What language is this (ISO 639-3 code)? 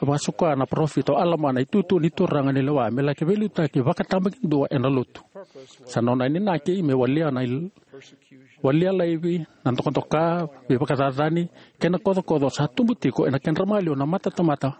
fij